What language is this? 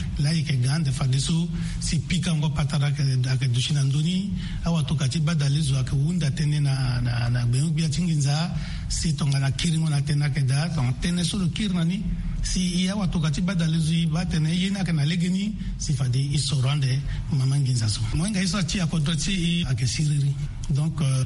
Sango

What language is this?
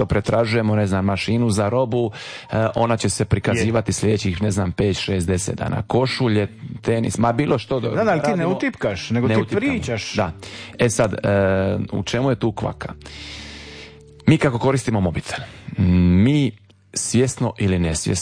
Croatian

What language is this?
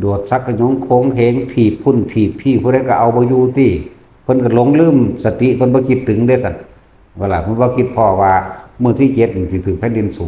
Lao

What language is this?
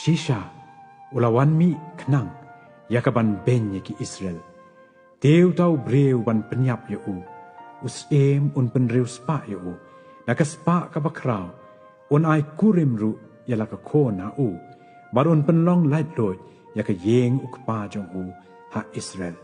Khasi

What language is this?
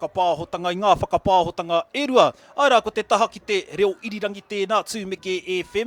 Māori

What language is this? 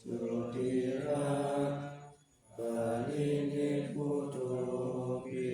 Pali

